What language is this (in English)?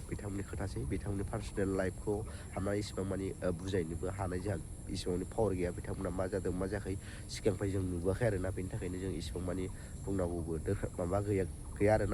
Bodo